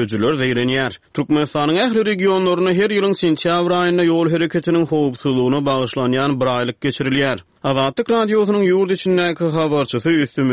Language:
Turkmen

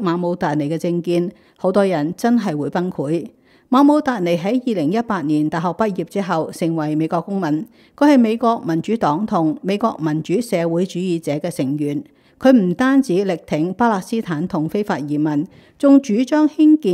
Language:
Cantonese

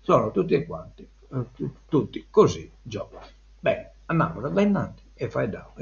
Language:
Sardinian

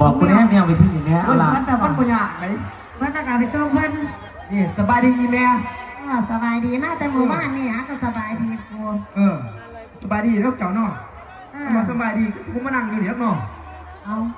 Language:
Lao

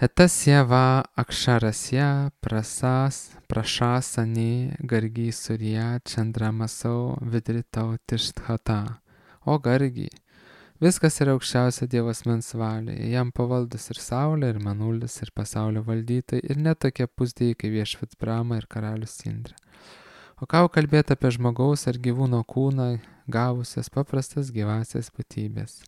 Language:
Lithuanian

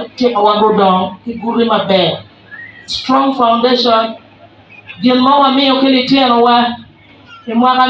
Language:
Acoli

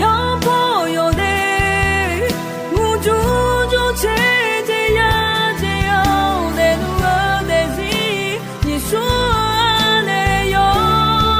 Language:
Akha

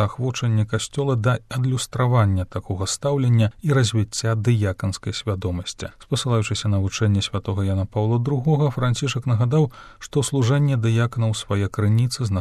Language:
Belarusian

